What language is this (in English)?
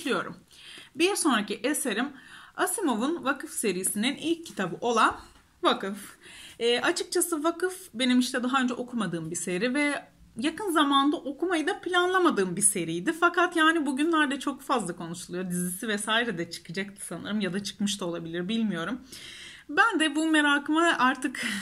Turkish